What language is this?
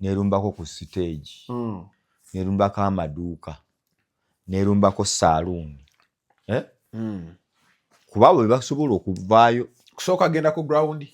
Ganda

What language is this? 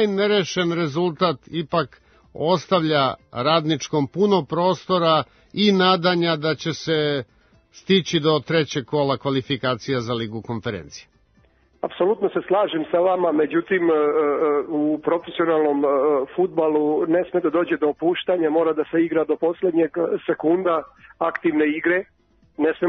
Serbian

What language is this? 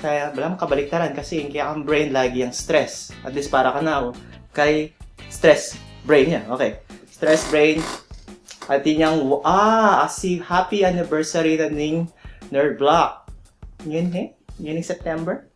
Pampanga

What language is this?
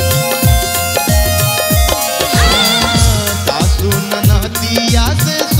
Bhojpuri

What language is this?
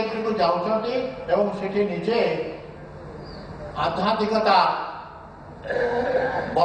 Odia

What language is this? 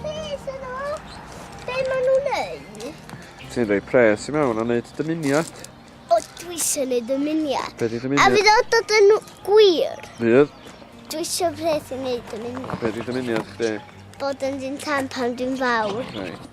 Welsh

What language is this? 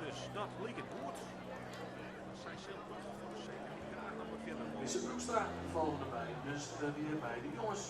Western Frisian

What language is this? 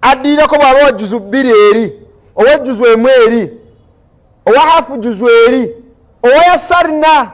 Ganda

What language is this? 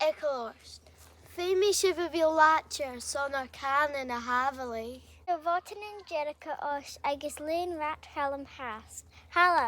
Scottish Gaelic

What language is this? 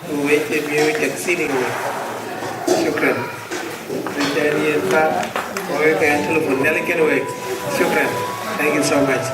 Dinka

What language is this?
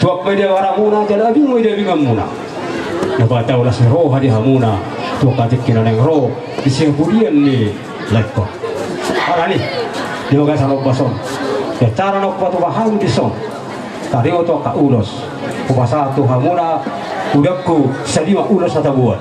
Batak Toba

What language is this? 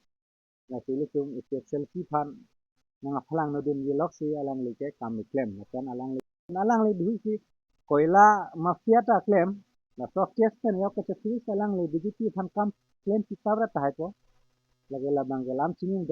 Karbi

